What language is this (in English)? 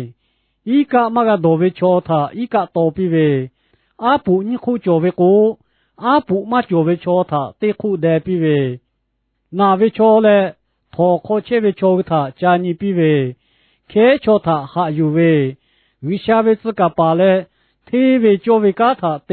Lahu